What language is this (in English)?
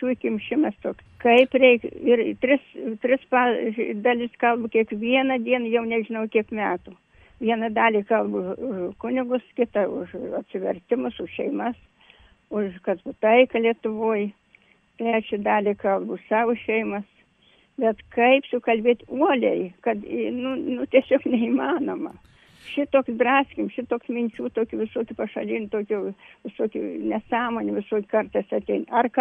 Lithuanian